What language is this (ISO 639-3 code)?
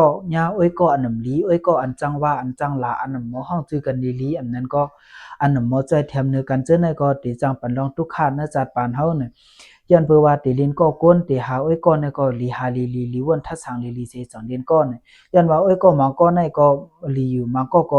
shn